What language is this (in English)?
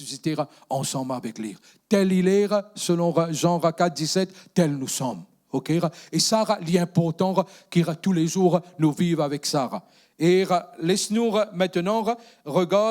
Morisyen